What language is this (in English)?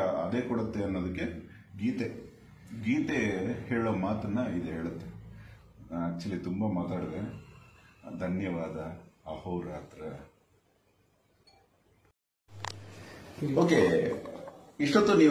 Kannada